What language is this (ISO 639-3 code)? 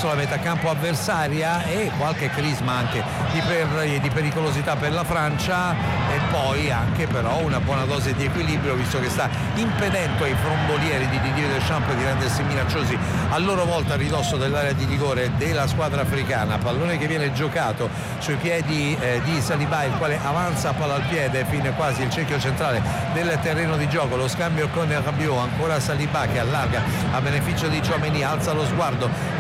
ita